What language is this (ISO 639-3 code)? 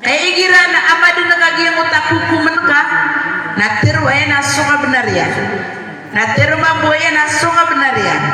mrw